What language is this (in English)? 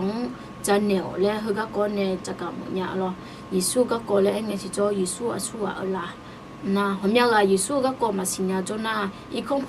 Akha